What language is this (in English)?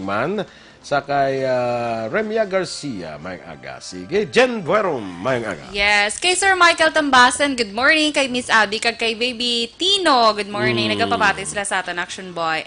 Hiligaynon